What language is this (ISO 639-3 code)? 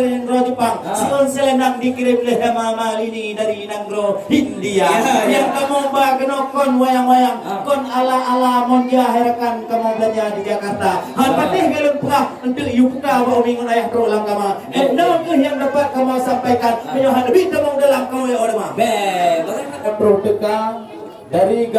ace